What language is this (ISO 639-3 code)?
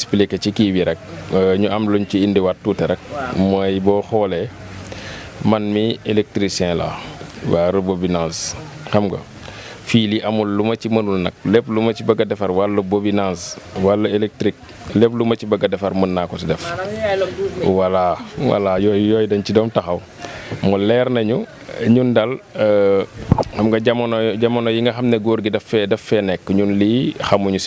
wol